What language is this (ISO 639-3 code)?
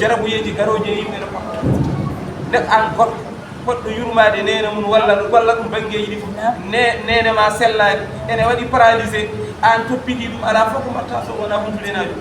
ful